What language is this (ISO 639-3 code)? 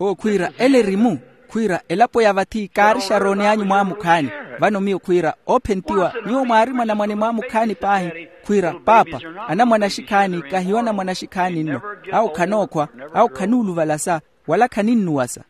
vmw